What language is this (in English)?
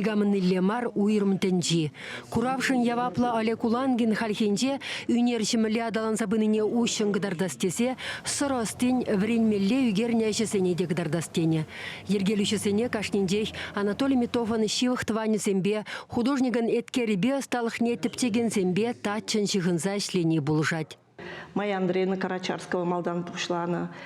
Chuvash